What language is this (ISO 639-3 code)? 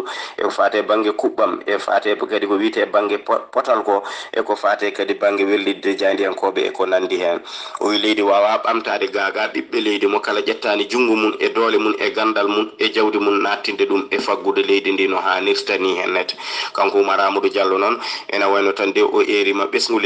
ful